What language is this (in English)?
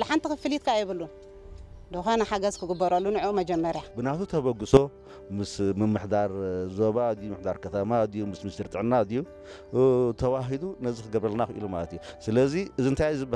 Tigrinya